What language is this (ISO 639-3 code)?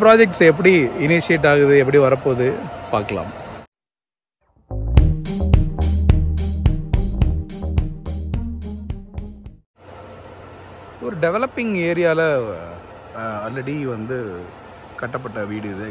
tam